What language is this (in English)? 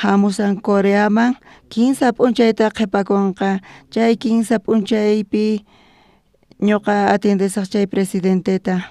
South Bolivian Quechua